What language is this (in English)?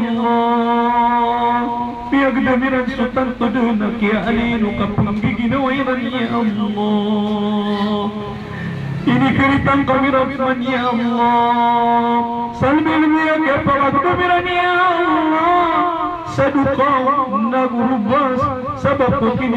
Maranao